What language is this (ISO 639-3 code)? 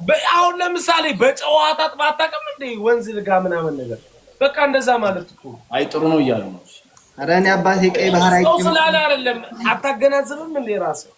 amh